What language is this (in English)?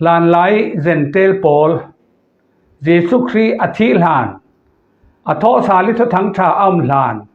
Falam Chin